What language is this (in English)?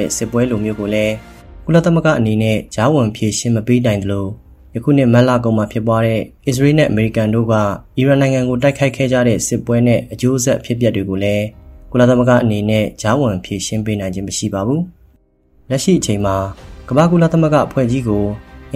Burmese